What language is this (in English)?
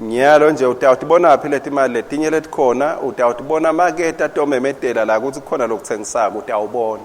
Swati